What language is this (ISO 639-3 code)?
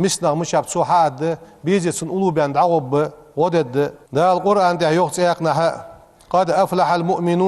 inh